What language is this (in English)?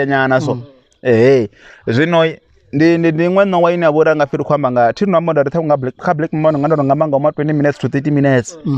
Venda